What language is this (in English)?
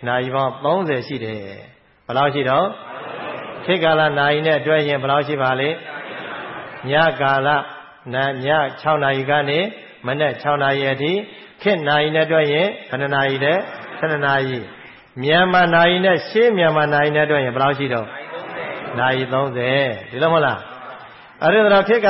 Burmese